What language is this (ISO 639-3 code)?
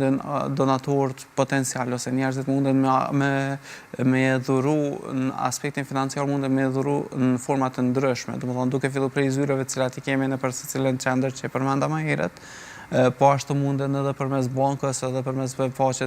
sqi